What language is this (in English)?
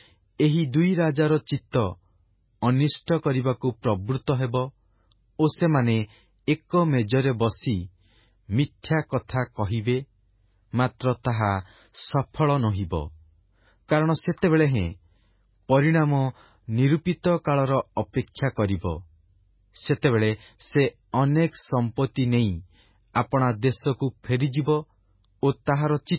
Odia